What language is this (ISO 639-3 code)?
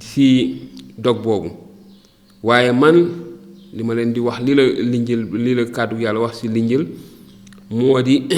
wol